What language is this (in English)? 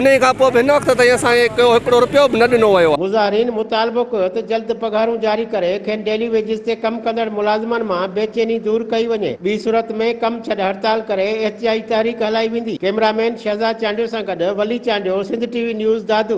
Sindhi